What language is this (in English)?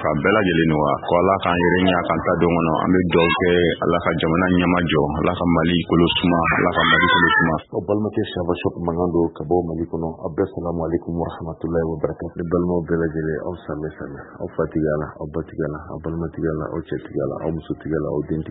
Bambara